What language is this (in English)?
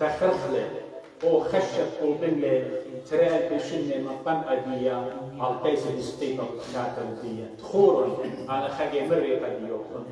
Assyrian Neo-Aramaic